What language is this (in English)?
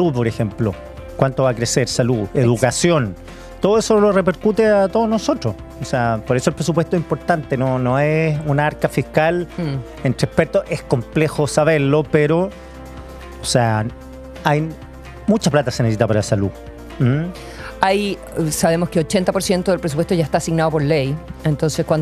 Spanish